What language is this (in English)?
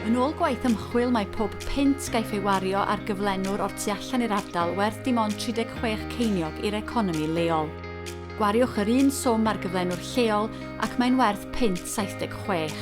Welsh